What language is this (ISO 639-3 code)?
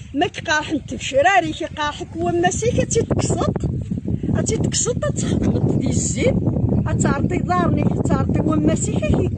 kab